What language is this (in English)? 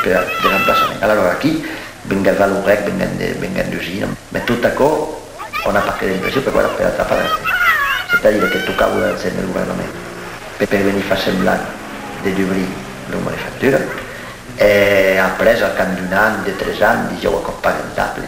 Occitan